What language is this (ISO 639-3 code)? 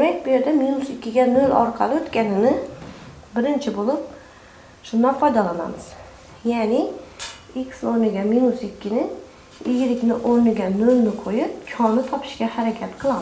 uzb